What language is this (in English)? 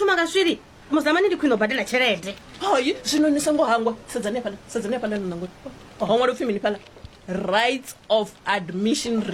Venda